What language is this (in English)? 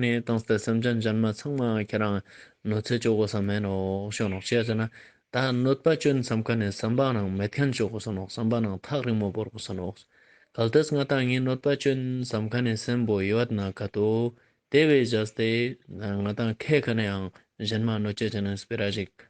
Ladakhi